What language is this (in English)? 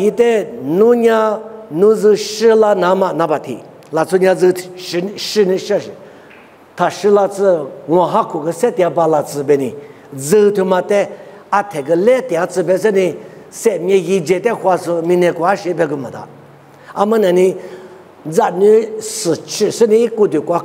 Lisu